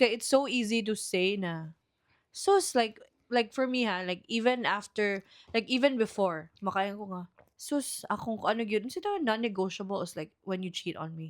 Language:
Cebuano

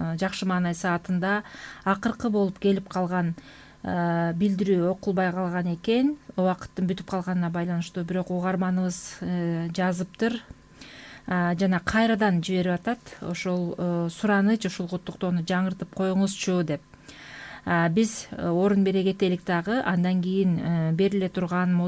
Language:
Kyrgyz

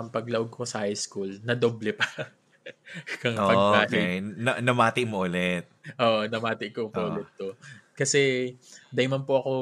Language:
Bikol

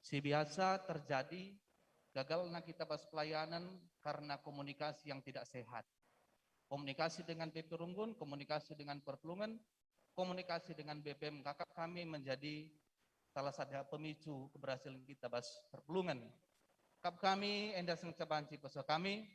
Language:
Batak Karo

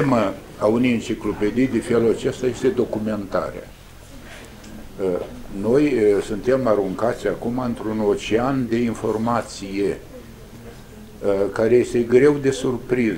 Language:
Romanian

